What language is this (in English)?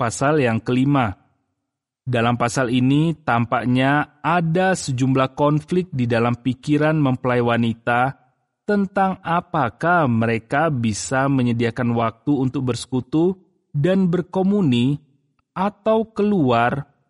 Indonesian